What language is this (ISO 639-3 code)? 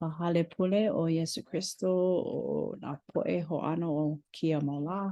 haw